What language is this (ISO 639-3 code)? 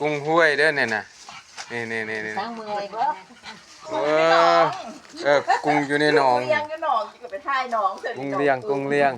tts